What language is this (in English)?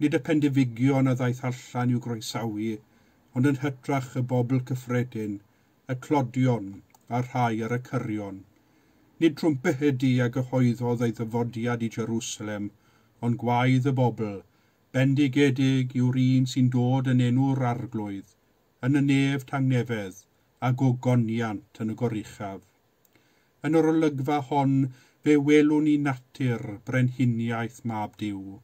Welsh